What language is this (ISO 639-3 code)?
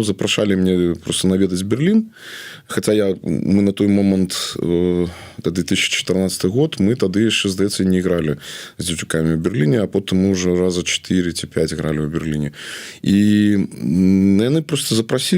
bel